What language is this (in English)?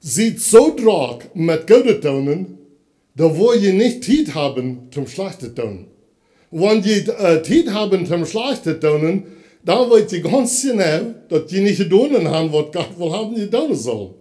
Plautdietsch